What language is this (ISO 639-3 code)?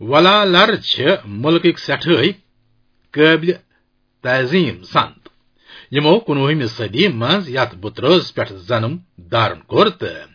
kas